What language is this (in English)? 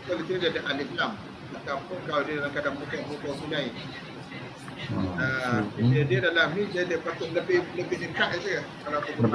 Malay